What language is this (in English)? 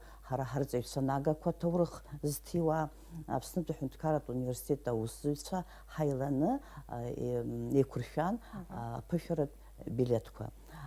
Abkhazian